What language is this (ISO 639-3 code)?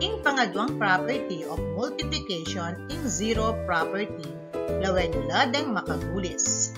pam